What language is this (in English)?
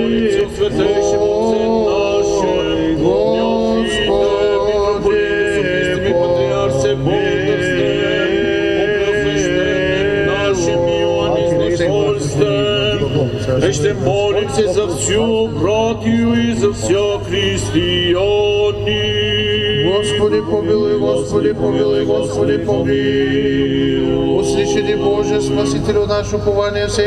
Bulgarian